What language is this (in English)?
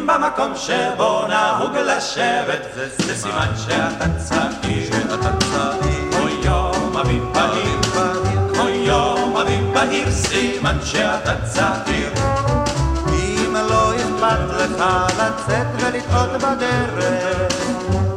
Hebrew